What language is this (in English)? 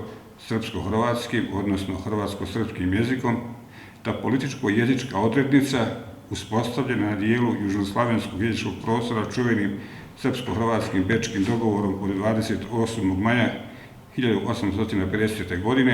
Bosnian